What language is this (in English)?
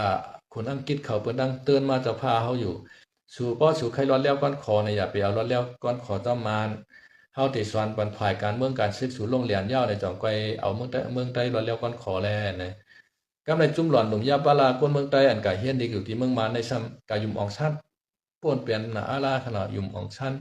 Shan